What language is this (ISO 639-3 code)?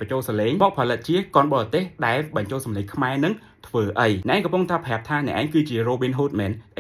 khm